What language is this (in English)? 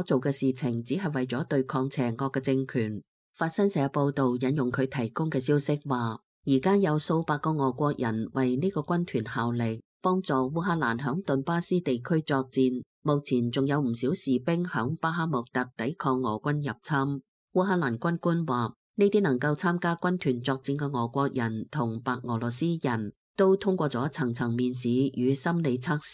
Cantonese